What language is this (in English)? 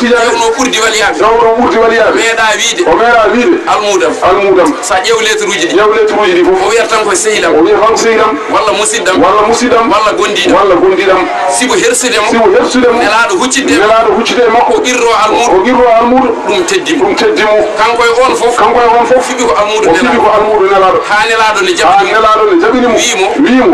Fula